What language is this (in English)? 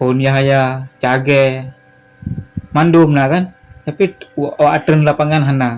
Achinese